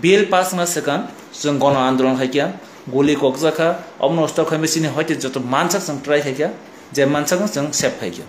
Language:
Kok Borok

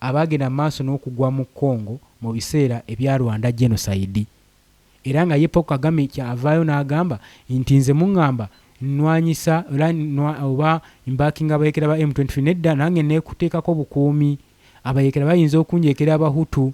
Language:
Ganda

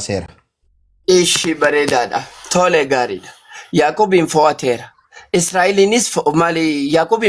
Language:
Oromo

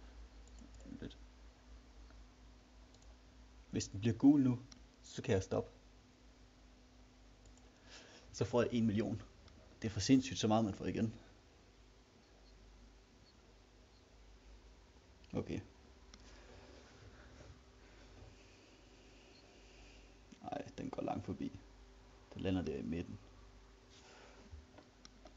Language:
Danish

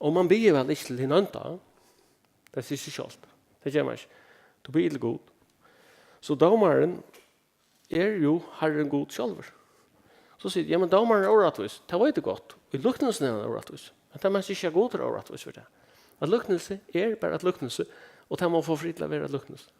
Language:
Faroese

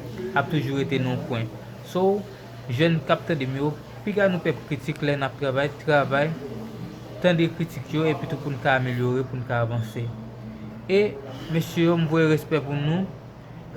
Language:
Haitian Creole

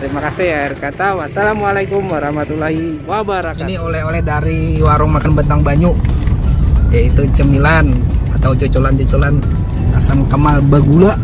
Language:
Banjar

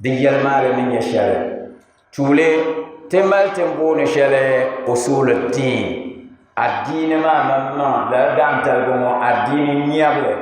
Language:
Dagbani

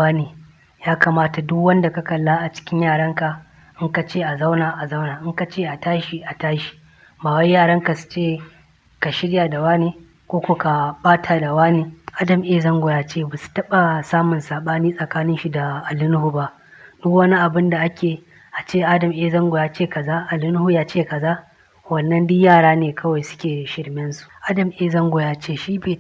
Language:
Hausa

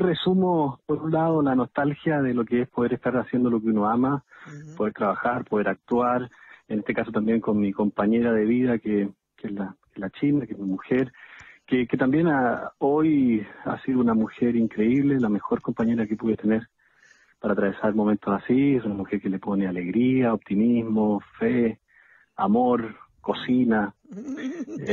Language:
Spanish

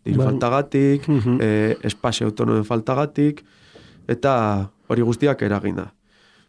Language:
Basque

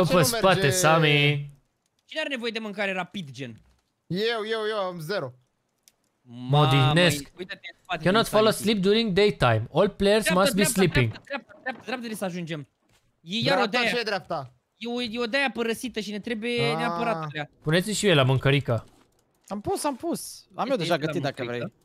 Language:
Romanian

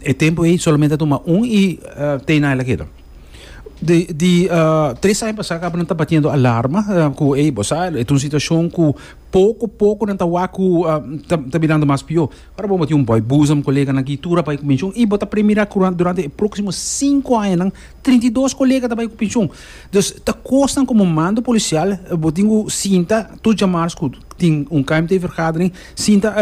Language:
Papiamento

